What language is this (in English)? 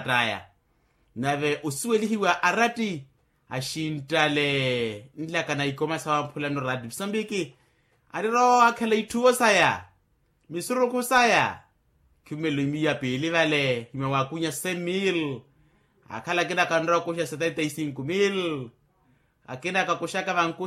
Makhuwa